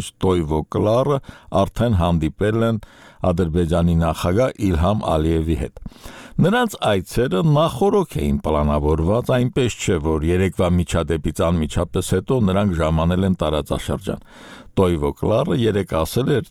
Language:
Armenian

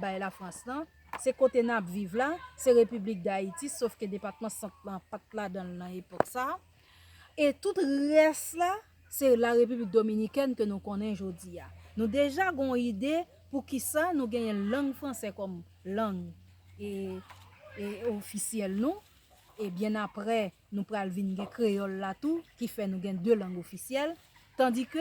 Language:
Haitian Creole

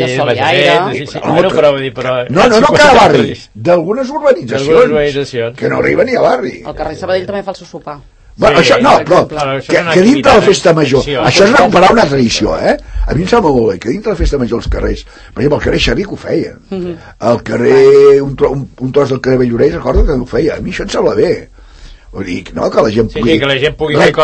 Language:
Catalan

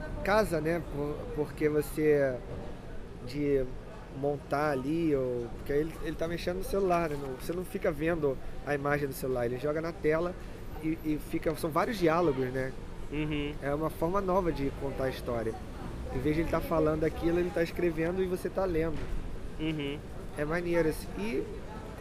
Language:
Portuguese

